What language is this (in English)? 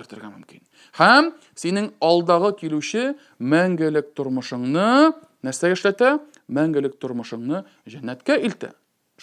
Tatar